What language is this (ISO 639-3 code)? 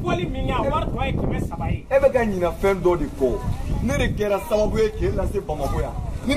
bam